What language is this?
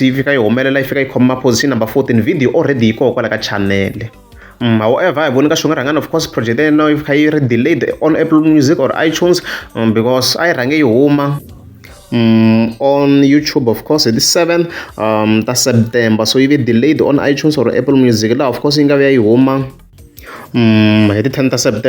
Tsonga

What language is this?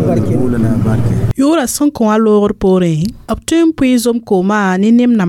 Mossi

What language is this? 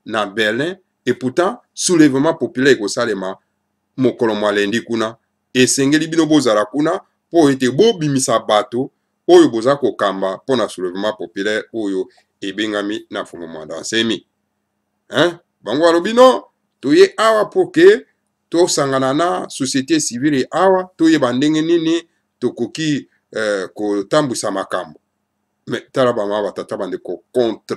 Lingala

